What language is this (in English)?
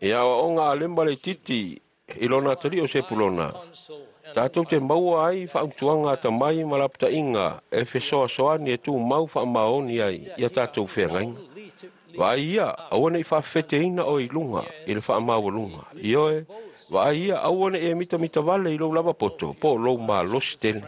Samoan